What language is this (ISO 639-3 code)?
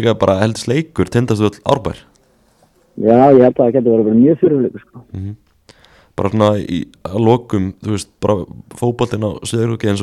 isl